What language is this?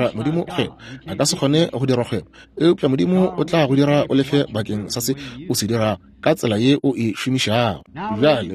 Northern Sotho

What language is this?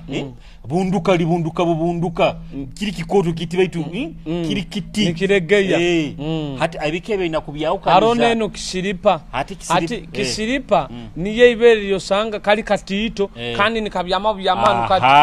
Nyoro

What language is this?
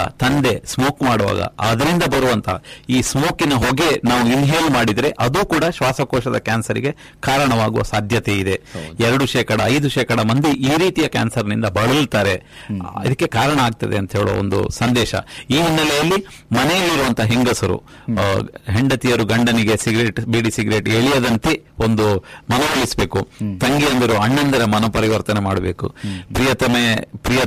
Kannada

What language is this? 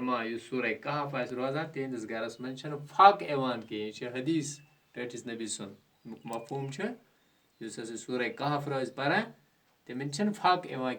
Kashmiri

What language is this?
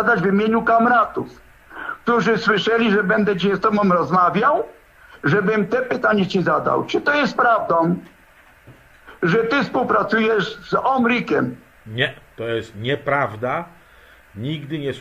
Polish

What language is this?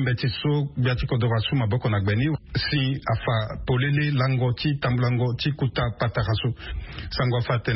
Sango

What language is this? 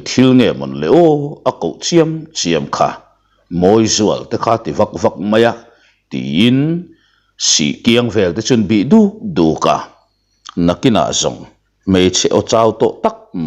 Mizo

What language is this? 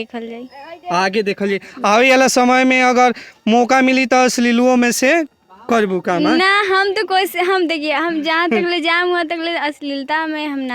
Bhojpuri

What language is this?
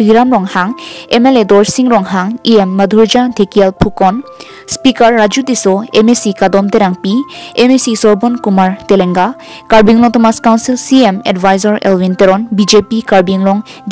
Karbi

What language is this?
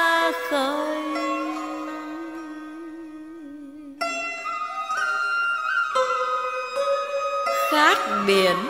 Vietnamese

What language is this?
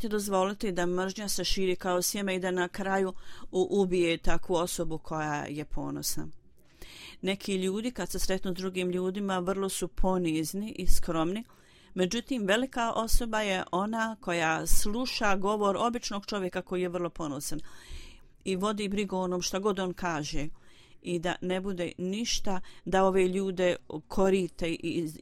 Bosnian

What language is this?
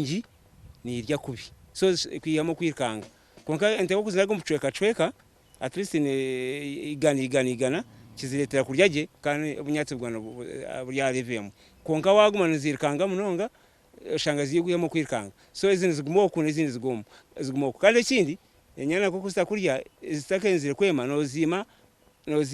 Nyankole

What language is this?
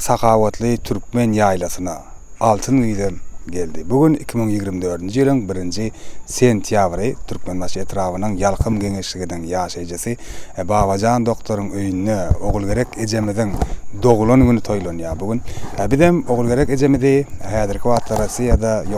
Turkmen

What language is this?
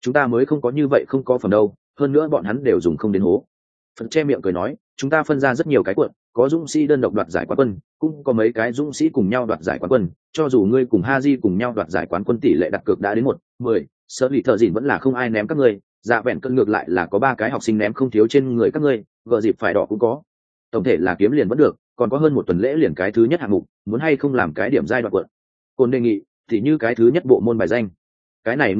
Vietnamese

